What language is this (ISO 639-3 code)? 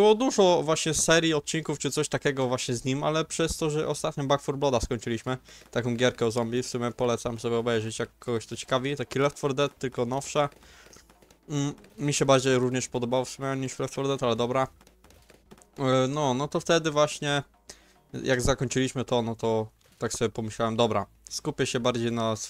pol